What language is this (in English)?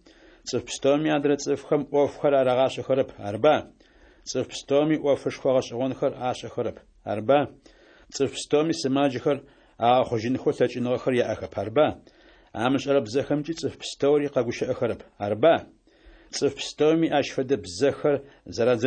Adyghe